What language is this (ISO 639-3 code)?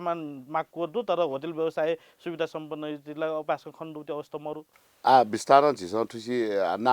new